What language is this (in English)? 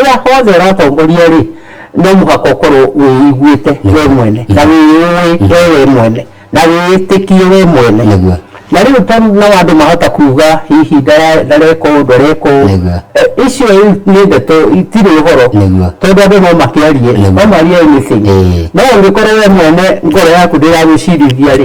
Kikuyu